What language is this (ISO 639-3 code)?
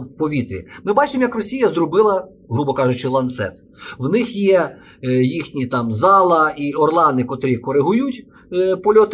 ukr